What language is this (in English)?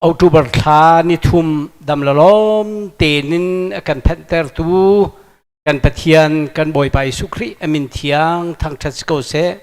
Hakha Chin